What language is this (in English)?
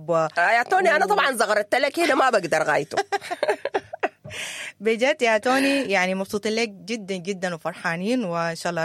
Sudanese Arabic